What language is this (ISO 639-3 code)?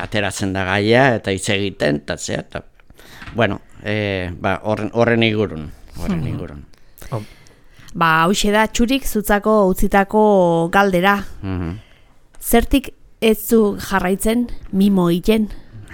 eus